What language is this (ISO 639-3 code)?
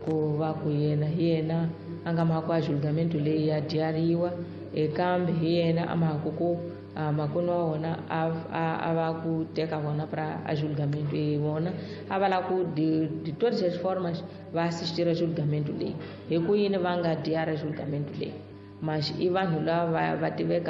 tso